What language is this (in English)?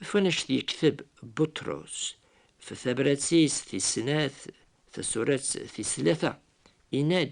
Kabyle